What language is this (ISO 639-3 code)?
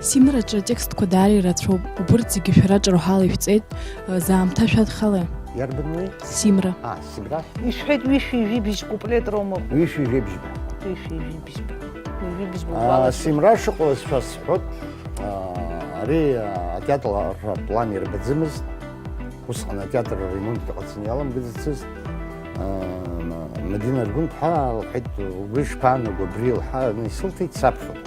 abk